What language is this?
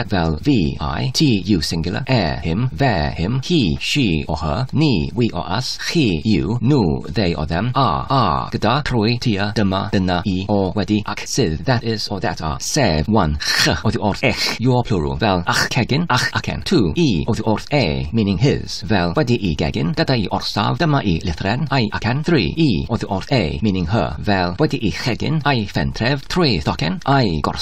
Welsh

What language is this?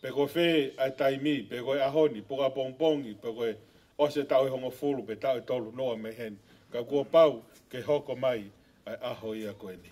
Tongan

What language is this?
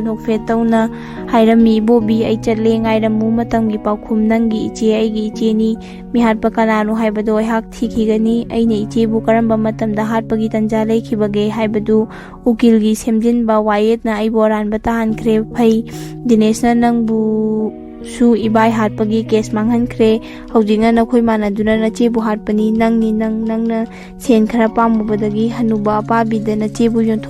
Manipuri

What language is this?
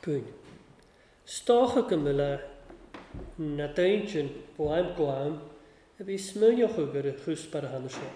Welsh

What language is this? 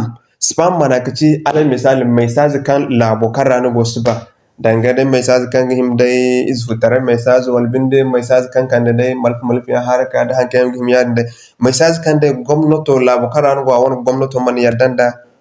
Zarma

